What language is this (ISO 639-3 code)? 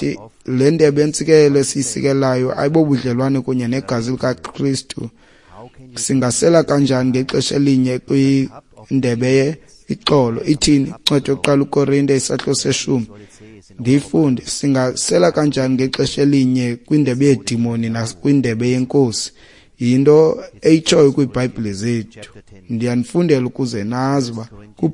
xho